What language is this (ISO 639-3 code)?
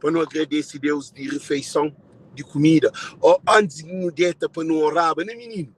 kea